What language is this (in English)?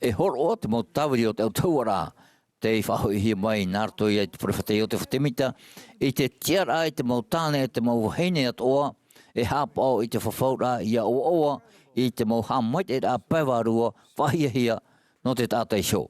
Tahitian